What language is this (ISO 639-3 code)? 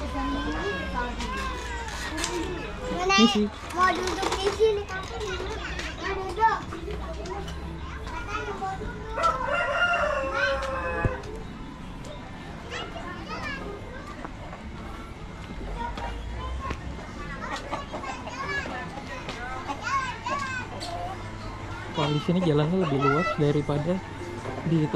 ind